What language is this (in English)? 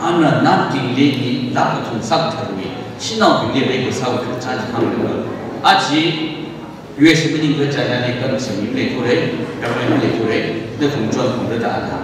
Tangkhul Naga (India)